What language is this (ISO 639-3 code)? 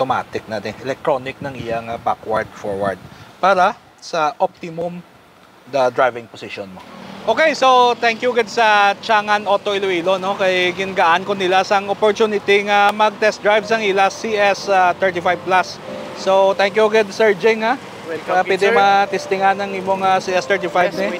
hil